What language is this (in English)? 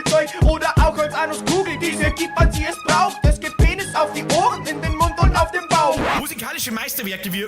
Bavarian